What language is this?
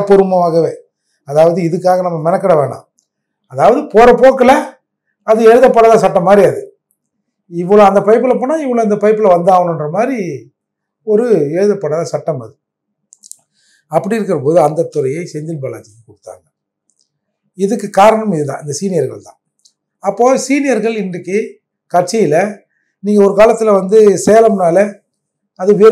Tamil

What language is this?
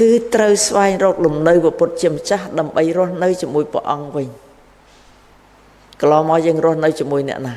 Khmer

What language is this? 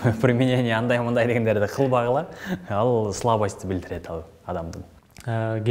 Kyrgyz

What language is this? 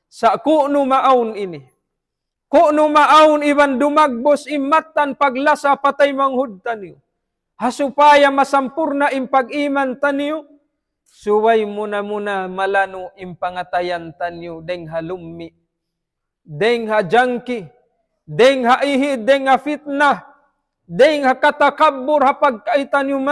Tausug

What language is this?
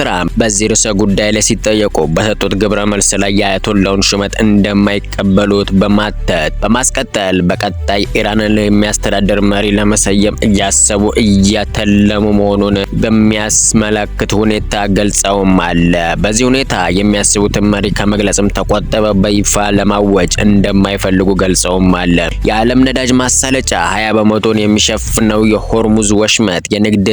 Amharic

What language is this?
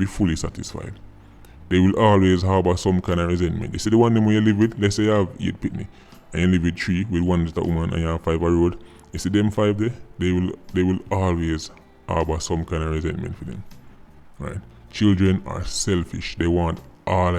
Jamaican Creole English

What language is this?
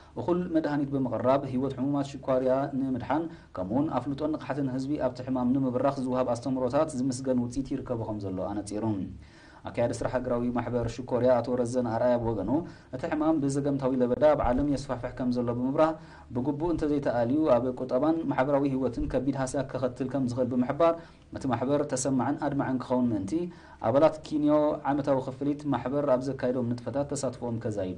Tigrinya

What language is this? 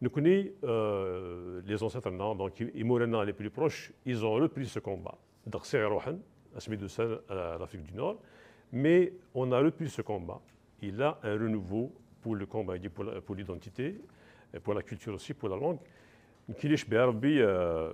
Kabyle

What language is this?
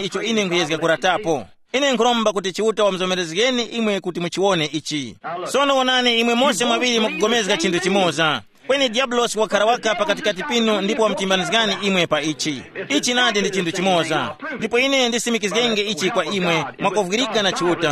Tumbuka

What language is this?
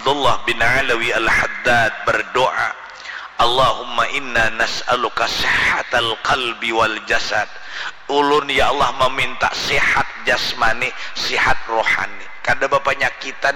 Banjar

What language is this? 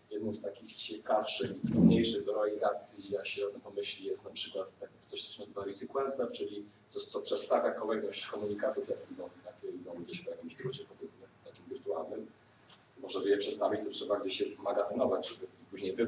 Polish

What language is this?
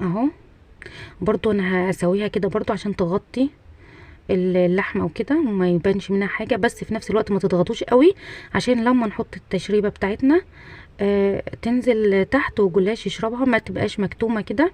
Egyptian Arabic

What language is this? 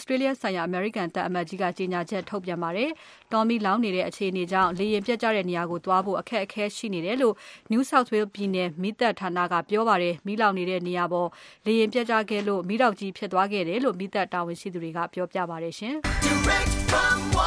Burmese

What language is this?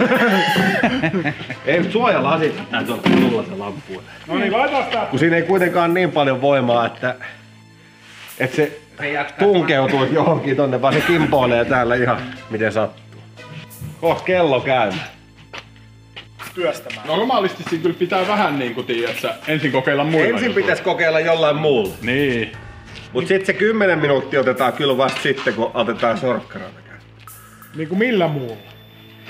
Finnish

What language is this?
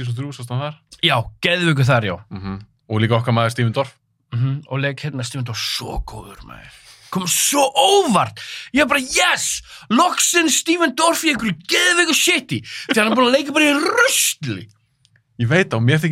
Icelandic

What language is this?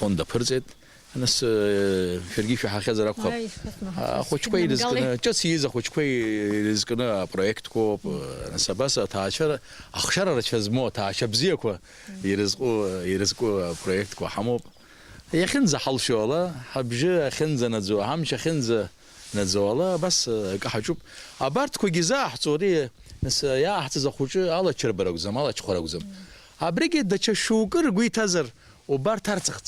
Abkhazian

